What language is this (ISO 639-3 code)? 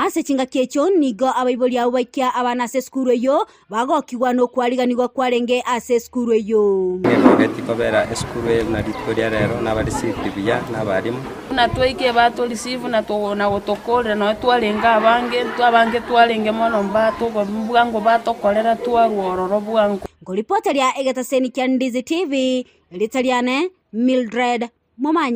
guz